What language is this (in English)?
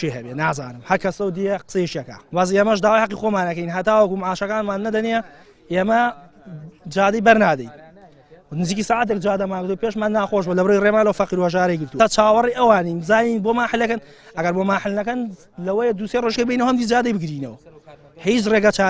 Central Kurdish